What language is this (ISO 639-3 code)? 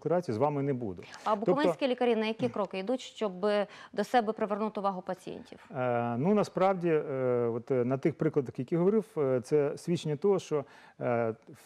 ukr